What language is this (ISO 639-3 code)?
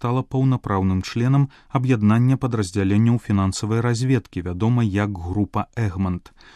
bel